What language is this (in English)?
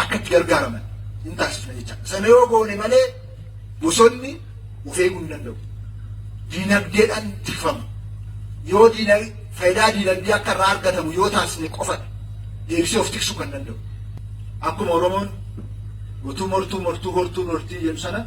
Oromo